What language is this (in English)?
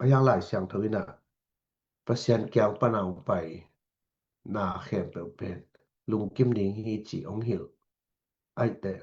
Tedim Chin